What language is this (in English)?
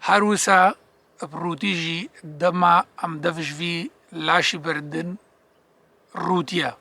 Kurdish